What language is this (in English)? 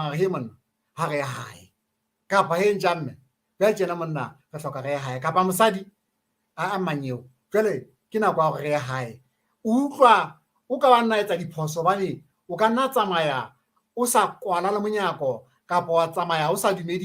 Southern Sotho